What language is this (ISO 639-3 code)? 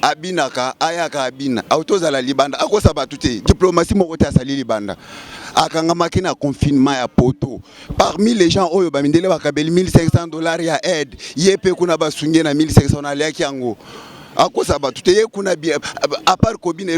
lin